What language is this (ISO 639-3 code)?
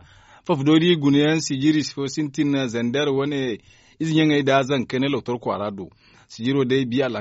dje